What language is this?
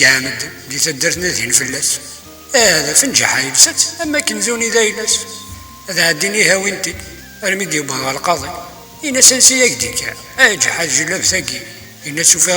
Kabyle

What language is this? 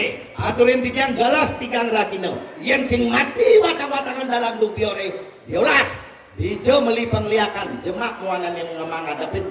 Balinese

